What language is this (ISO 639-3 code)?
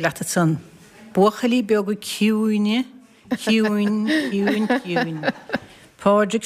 gle